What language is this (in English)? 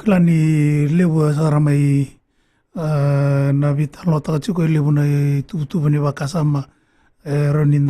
Fijian